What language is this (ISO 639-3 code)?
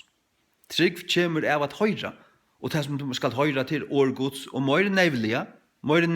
fao